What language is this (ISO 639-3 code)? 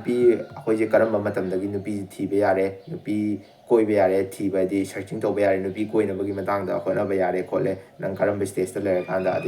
mni